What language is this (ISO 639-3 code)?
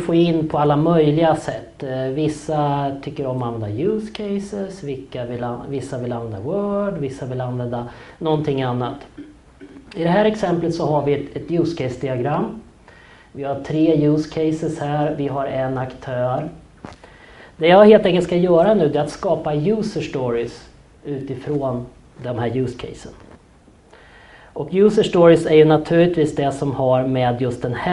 swe